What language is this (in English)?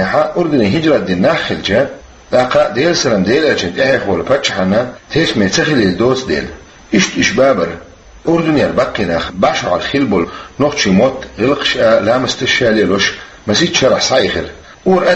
Chechen